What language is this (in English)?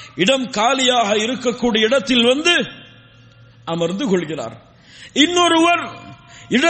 Tamil